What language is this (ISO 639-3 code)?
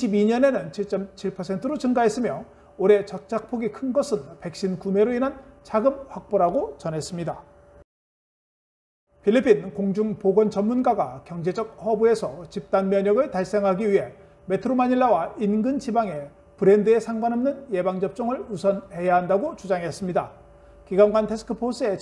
kor